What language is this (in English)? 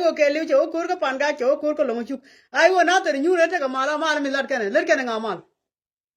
Nuer